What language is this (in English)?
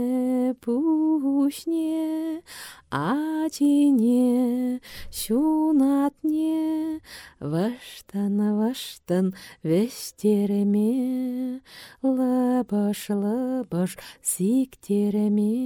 Chuvash